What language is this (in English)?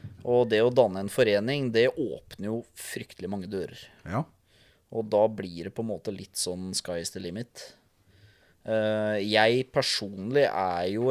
Norwegian